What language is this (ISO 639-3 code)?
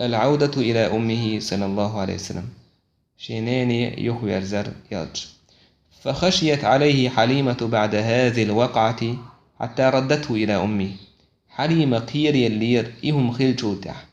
che